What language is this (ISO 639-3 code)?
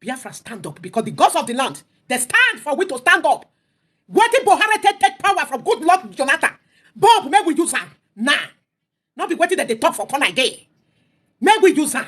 pcm